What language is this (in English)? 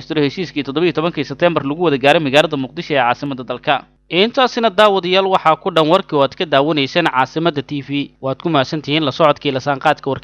Somali